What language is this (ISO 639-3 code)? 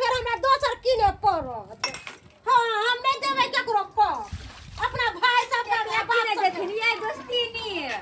mai